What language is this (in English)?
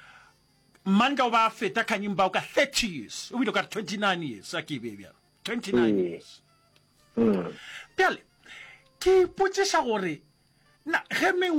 Northern Sotho